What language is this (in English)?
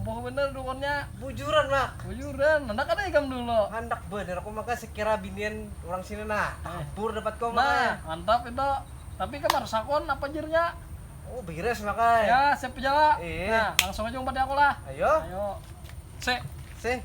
Banjar